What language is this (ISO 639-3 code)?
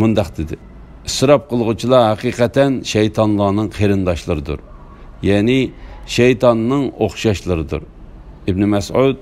uig